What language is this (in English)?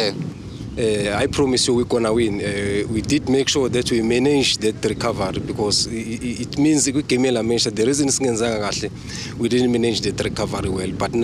Zulu